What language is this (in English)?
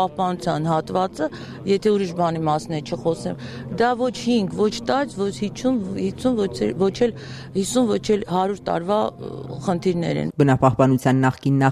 Armenian